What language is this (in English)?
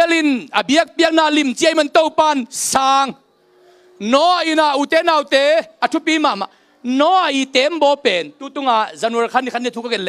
Tedim Chin